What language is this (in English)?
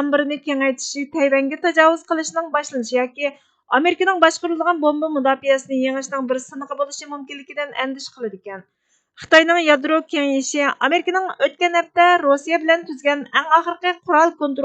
Uyghur